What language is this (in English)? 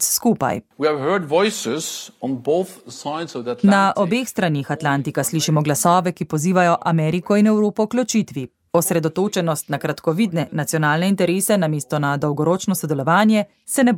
Slovenian